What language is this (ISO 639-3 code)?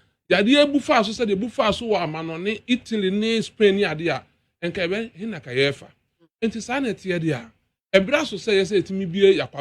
aka